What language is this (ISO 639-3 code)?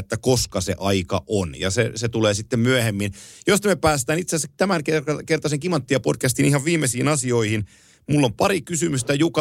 fin